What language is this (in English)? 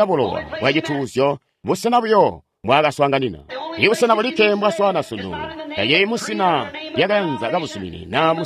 Tonga (Zambia)